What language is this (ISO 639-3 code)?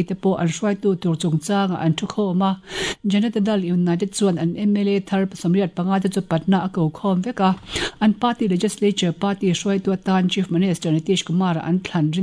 lus